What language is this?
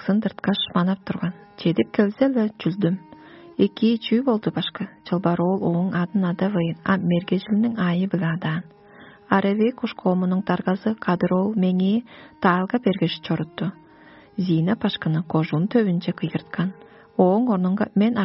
Tuvinian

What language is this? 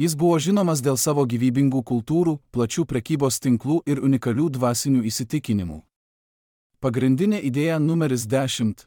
Lithuanian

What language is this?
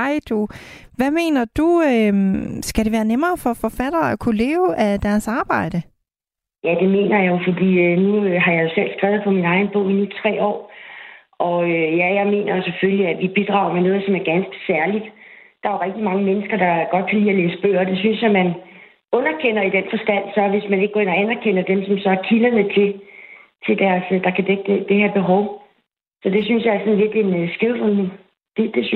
Danish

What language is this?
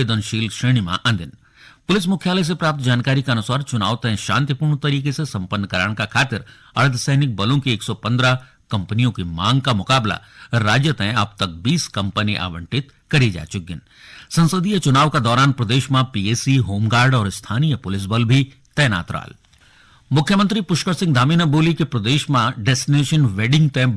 Garhwali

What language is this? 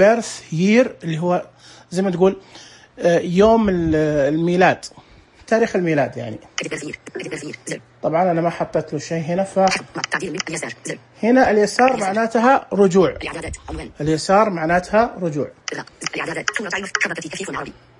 Najdi Arabic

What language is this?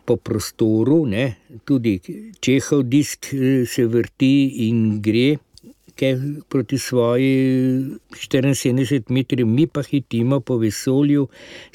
Slovenian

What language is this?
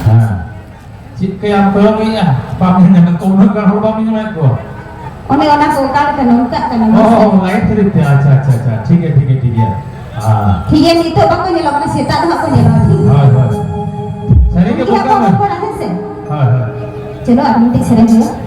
Santali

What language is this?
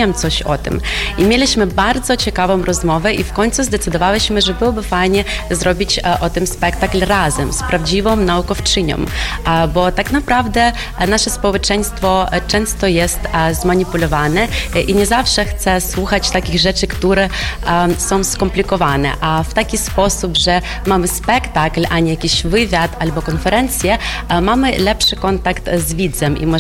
Polish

